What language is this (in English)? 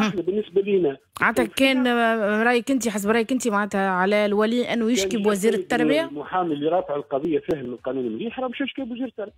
Tunisian Arabic